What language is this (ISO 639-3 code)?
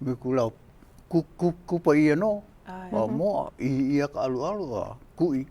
haw